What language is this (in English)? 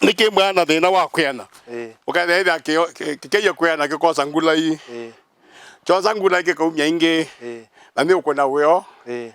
Kamba